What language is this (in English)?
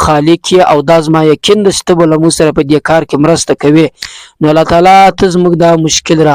Pashto